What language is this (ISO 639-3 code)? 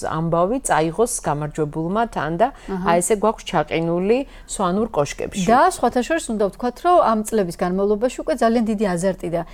kat